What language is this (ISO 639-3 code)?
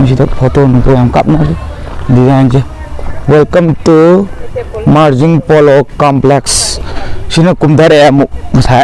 mni